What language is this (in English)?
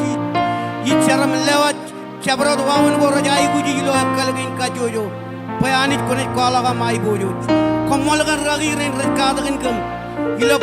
Marshallese